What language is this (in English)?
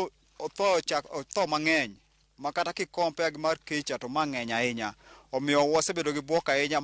Luo (Kenya and Tanzania)